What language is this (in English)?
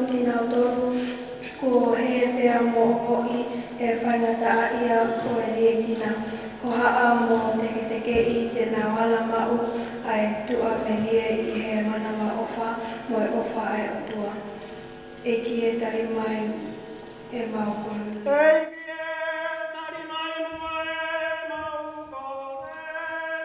Tongan